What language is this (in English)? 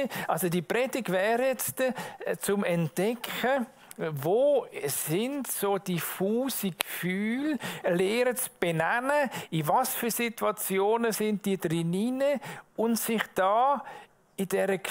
Swiss German